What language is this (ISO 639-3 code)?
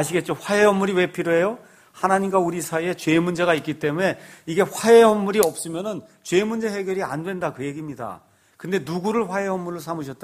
kor